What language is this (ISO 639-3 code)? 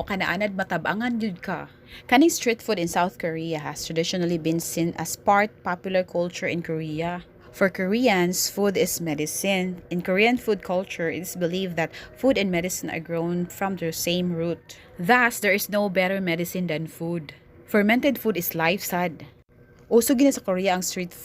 ceb